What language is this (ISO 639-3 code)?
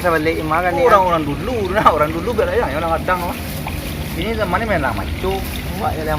min